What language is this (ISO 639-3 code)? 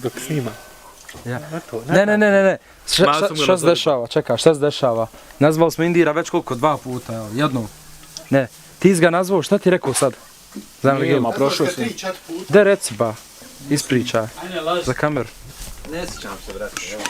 bos